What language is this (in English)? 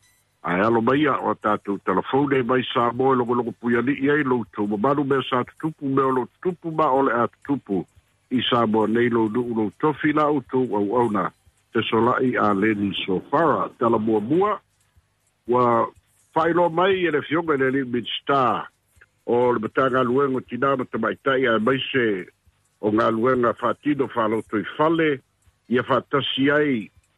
Samoan